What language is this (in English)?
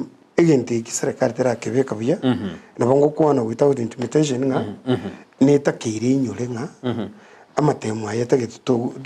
Gusii